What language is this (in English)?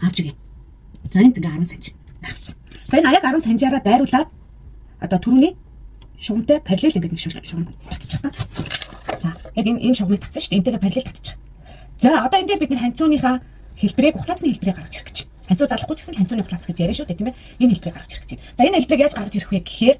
Mongolian